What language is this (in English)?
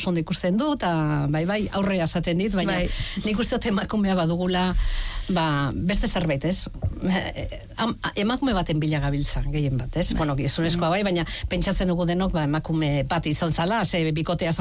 Basque